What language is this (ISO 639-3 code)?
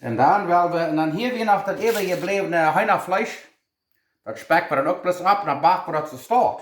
pdt